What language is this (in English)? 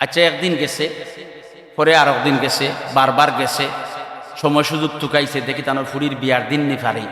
Sylheti